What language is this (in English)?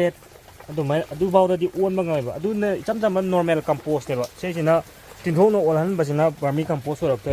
Manipuri